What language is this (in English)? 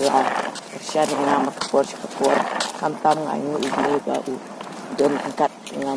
Khasi